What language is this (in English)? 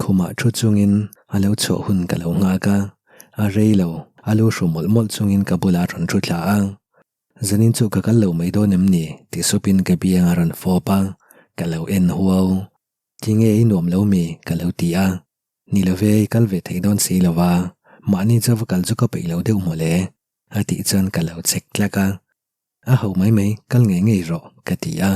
Mizo